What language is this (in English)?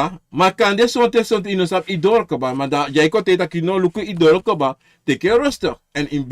Sranan Tongo